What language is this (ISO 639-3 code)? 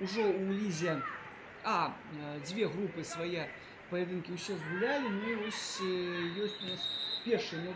bel